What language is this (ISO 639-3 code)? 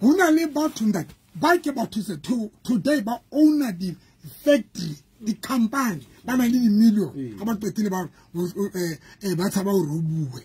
sot